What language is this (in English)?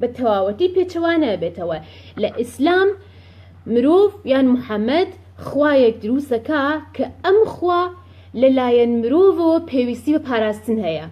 Central Kurdish